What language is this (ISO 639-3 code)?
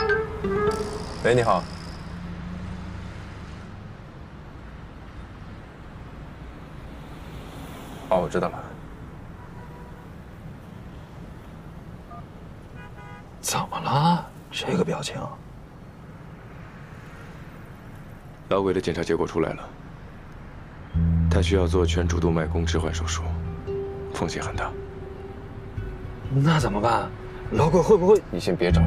zho